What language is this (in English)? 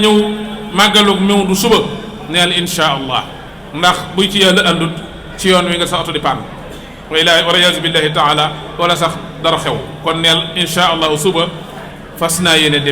Wolof